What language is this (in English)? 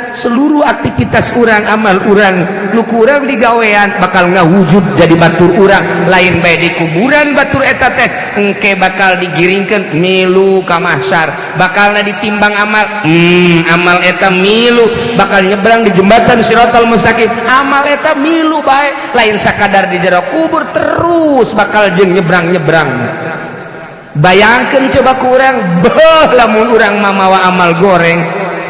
Sundanese